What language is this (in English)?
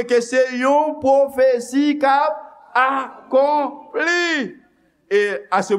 Haitian Creole